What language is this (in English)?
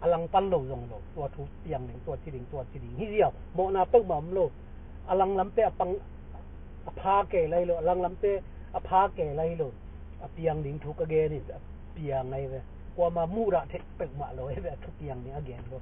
Tedim Chin